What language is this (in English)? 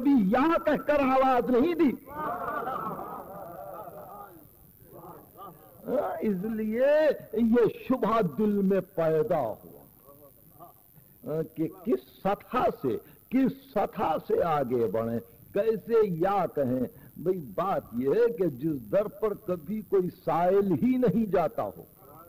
Urdu